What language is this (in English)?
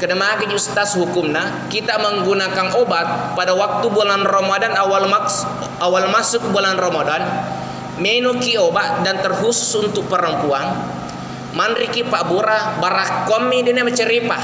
Buginese